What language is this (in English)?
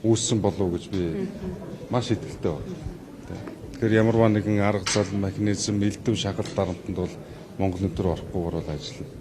Mongolian